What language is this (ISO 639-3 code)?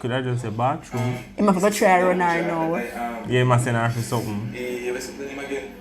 jam